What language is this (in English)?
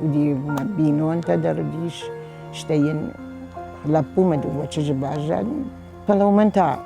Ossetic